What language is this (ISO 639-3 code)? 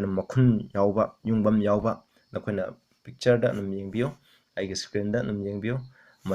mni